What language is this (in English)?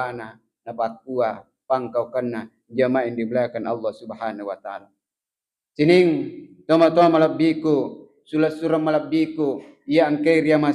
Buginese